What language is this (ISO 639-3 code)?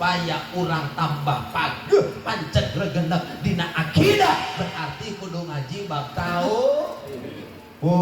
sun